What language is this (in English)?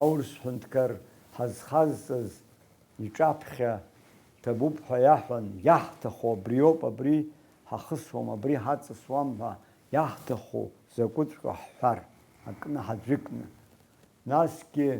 Abkhazian